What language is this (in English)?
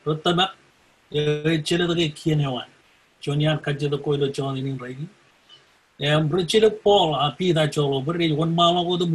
Marshallese